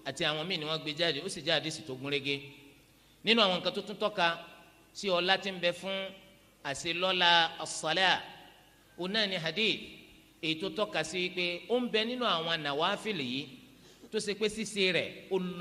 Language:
Yoruba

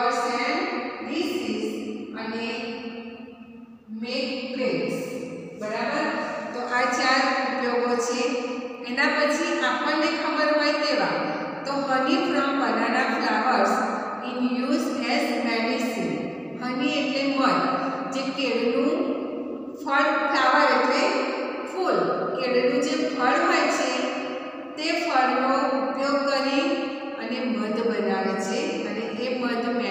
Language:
Gujarati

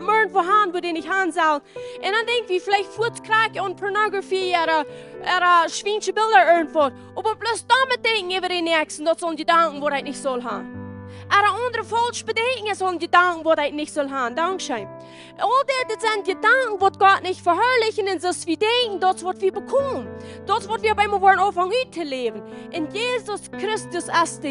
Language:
Plautdietsch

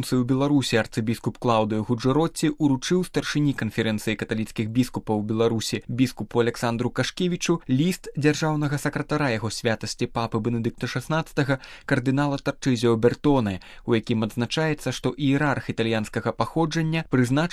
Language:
Belarusian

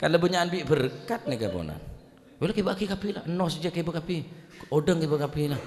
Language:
Madurese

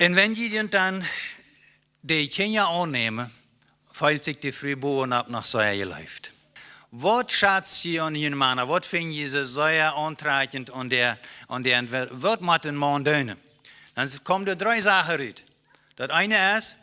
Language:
Plautdietsch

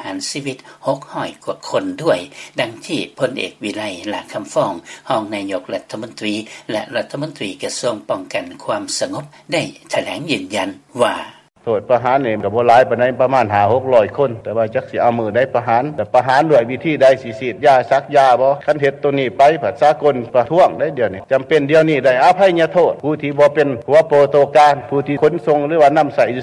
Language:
Lao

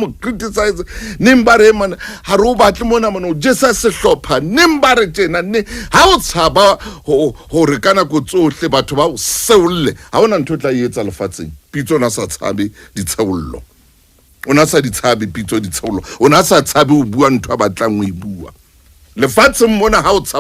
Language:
Southern Sotho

